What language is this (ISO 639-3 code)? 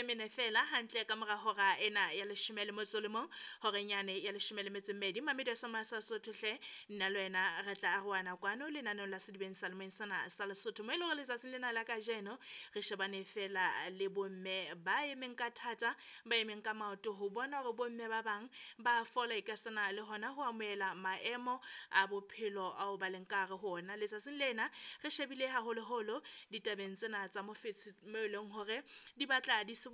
sot